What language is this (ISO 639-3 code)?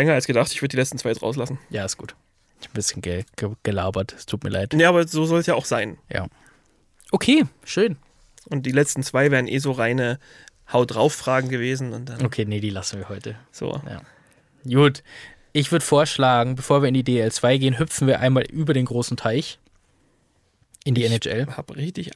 deu